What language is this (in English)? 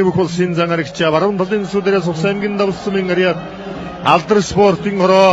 Mongolian